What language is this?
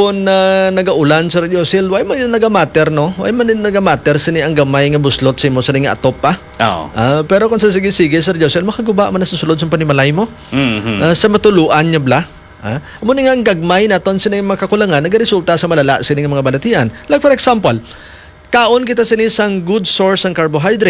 Hiligaynon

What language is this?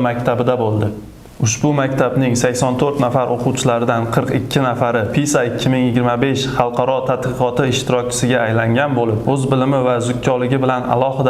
Uzbek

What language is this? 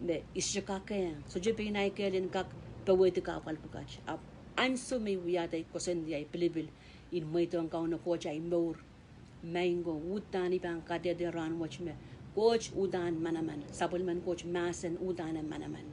Pohnpeian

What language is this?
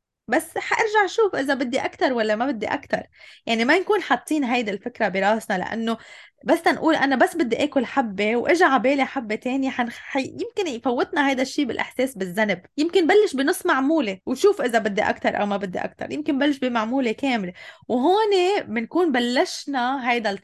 North Levantine Arabic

